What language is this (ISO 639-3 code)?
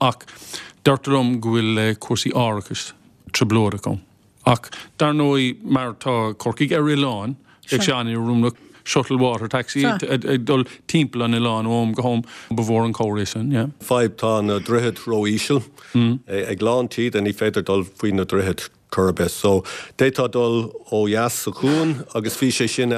gle